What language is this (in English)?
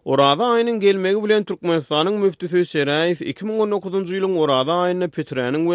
Turkmen